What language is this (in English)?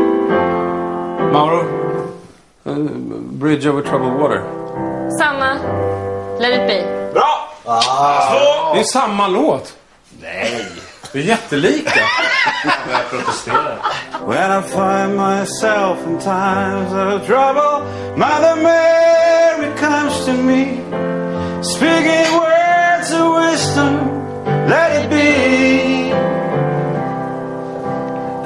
Swedish